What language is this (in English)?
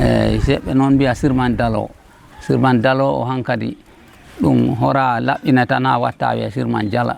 Fula